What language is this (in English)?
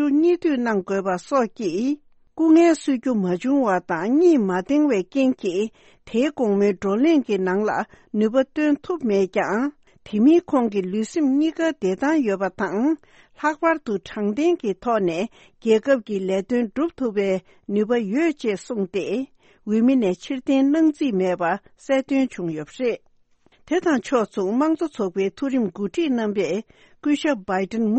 Tibetan